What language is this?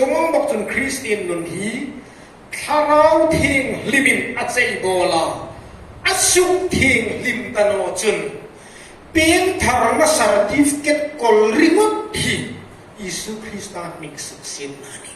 Hmar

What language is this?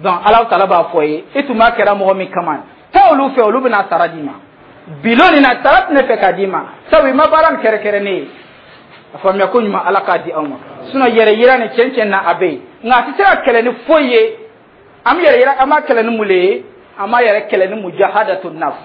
Dyula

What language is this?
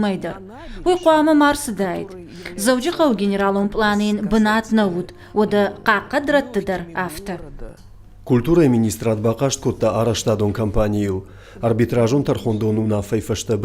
Ossetic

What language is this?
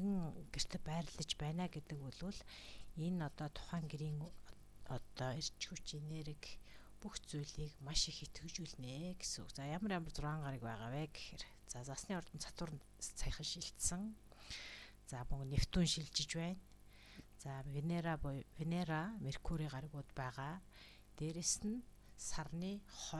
Mongolian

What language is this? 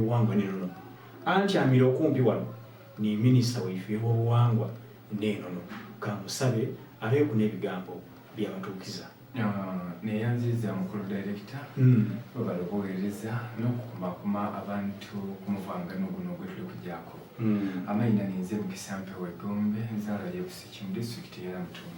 Soga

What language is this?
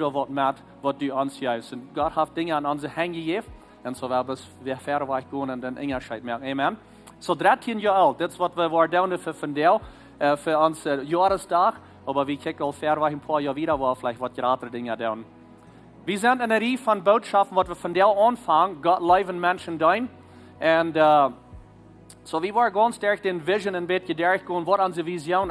Plautdietsch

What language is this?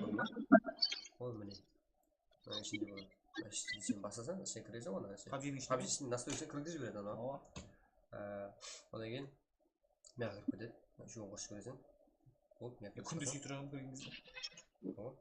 Kara-Kalpak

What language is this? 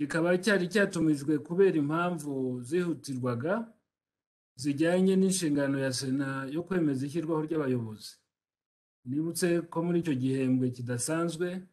Kinyarwanda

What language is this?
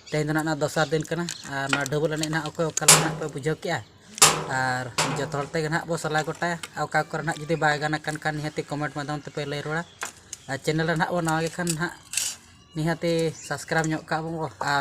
Santali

